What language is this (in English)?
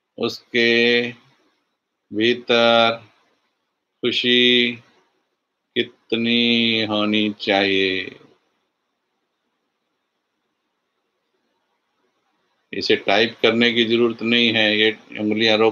Hindi